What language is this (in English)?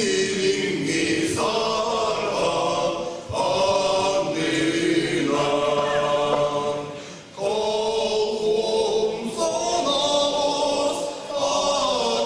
Yakut